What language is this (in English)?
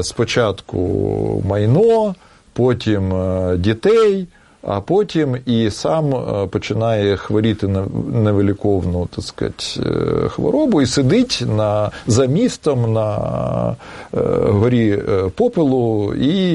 Ukrainian